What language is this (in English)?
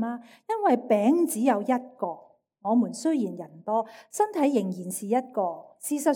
Cantonese